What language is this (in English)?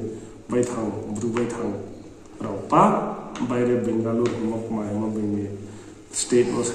Riang (India)